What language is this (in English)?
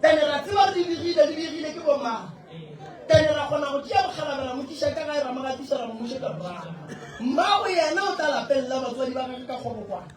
Northern Sotho